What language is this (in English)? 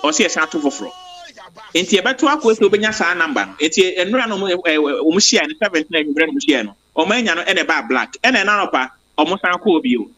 Akan